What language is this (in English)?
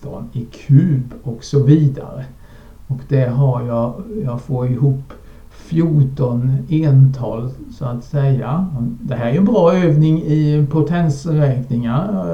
Swedish